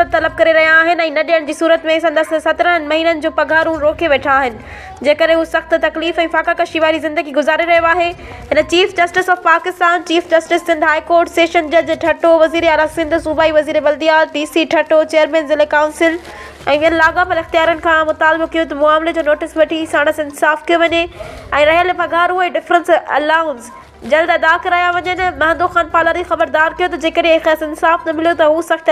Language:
Sindhi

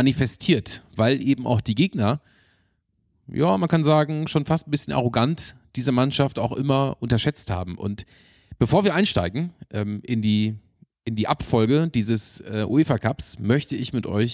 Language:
German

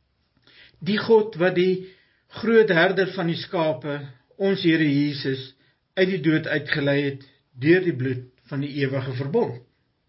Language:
Afrikaans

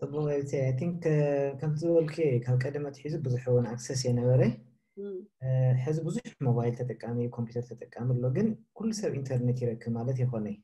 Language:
Tigrinya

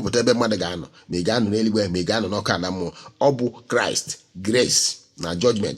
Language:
Igbo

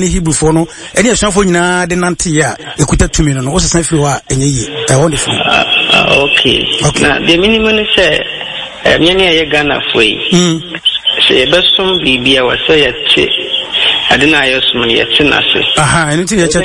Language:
Akan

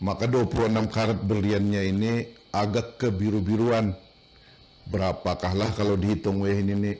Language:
Banjar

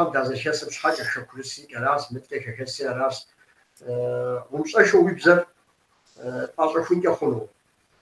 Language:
Kabardian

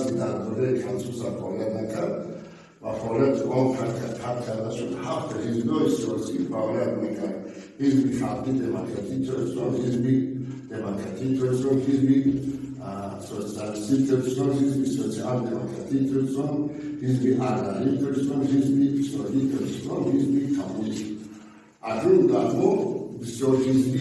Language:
Tajik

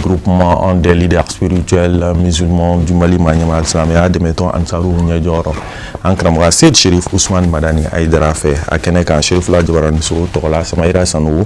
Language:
Bambara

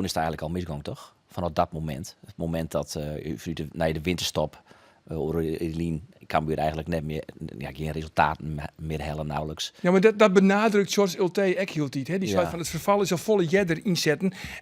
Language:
Western Frisian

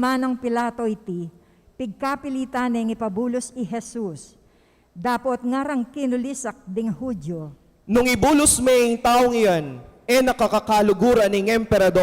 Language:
Pampanga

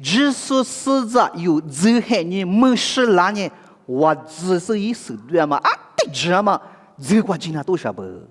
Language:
Lisu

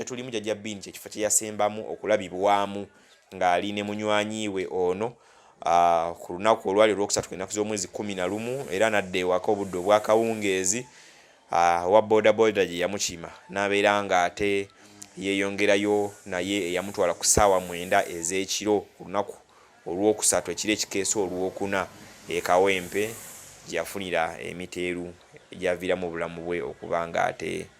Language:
Ganda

